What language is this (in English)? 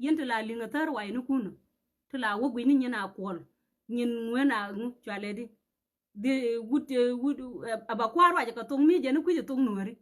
Nuer